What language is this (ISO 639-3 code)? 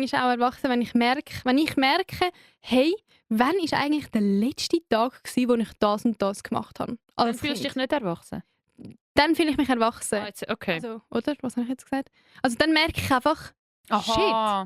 gsw